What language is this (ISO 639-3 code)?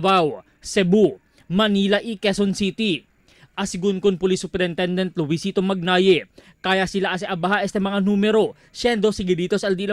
cbk